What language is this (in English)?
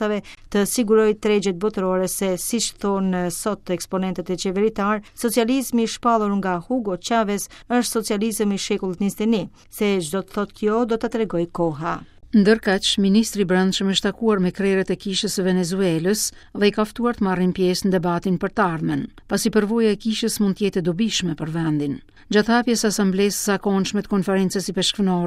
Albanian